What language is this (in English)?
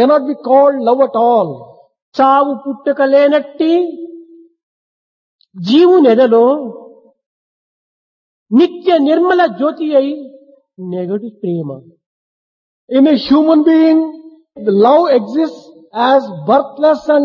Telugu